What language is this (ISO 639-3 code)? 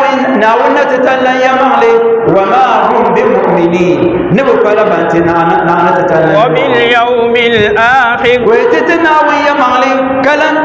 dag